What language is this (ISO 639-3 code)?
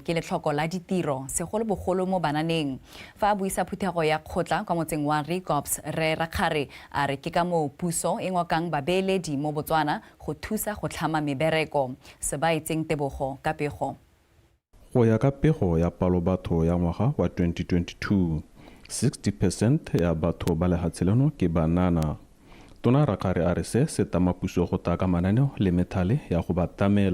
tsn